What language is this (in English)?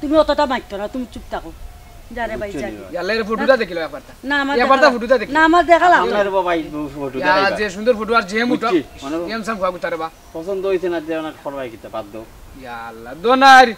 Sylheti